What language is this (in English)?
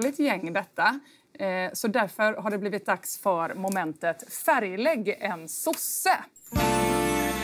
Swedish